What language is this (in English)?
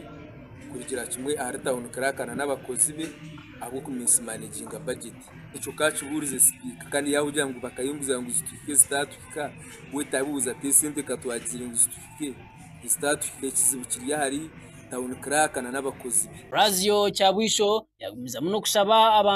Nyankole